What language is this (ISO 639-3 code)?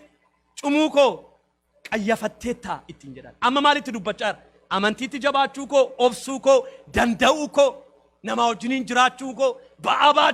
orm